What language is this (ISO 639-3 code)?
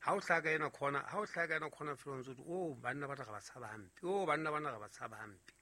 sot